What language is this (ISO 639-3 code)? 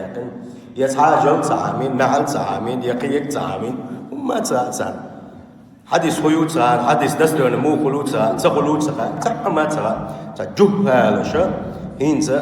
che